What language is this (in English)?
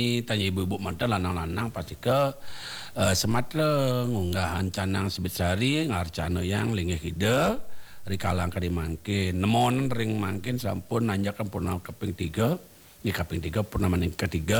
Balinese